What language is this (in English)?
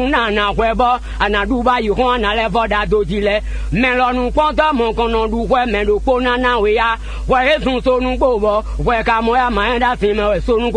Fon